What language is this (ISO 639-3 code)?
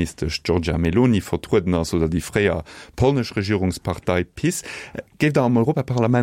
ltz